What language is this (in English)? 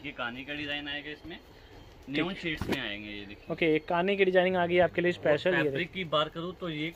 Hindi